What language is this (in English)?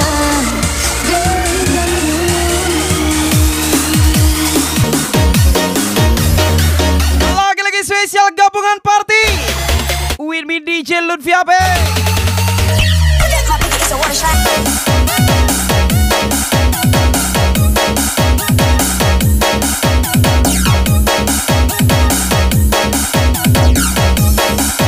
Indonesian